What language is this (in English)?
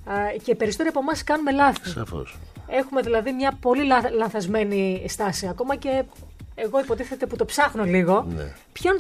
Greek